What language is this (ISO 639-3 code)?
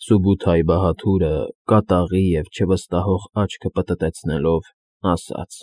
hye